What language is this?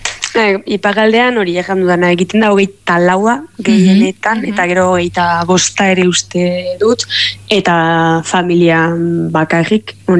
Basque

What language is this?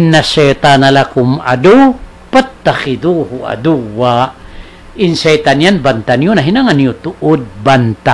Tausug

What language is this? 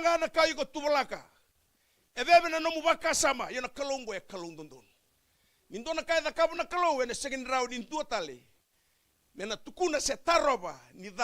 Fijian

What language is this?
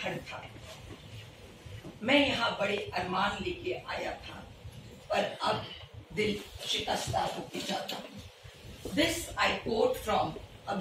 Hindi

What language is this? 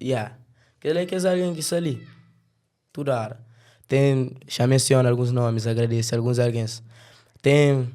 Kabuverdianu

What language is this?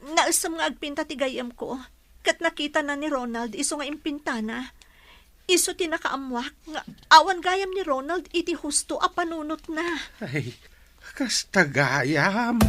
Iloko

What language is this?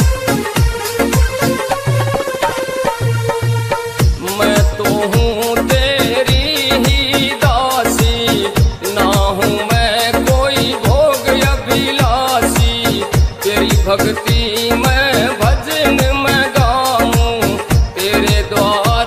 Haryanvi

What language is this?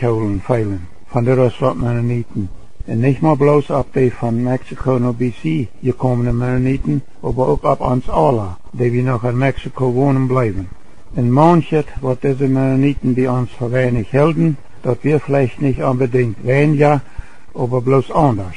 Plautdietsch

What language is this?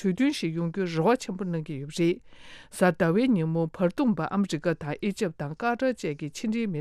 Tibetan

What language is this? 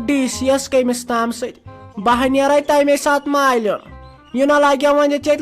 Kashmiri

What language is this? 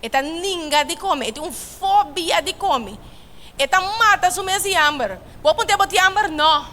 Papiamento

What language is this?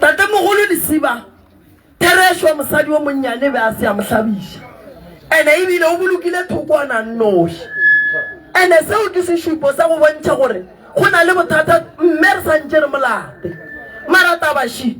Northern Sotho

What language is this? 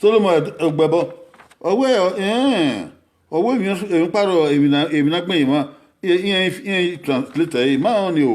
Bini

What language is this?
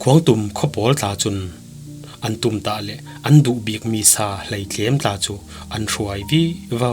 Falam Chin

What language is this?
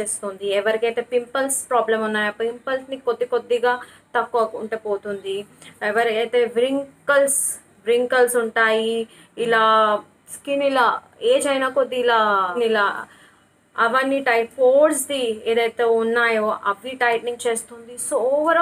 Telugu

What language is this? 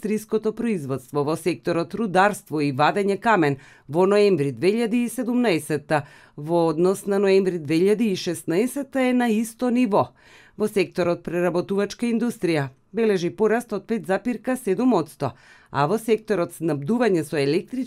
Macedonian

